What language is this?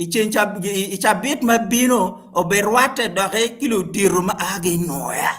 Acoli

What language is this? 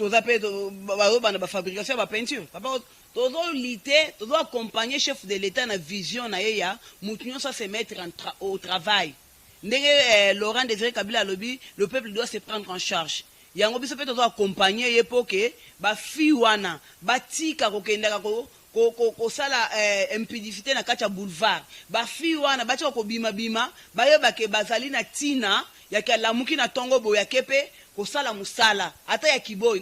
Lingala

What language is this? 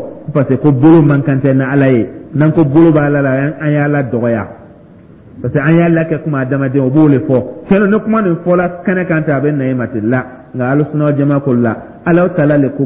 Dyula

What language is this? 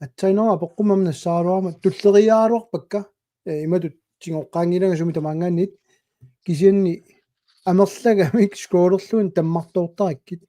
Kalaallisut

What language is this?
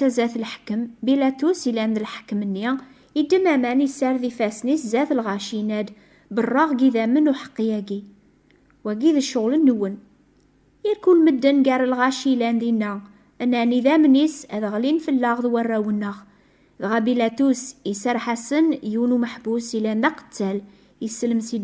Kabyle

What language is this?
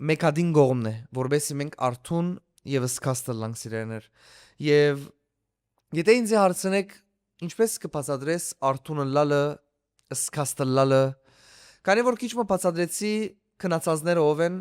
Western Armenian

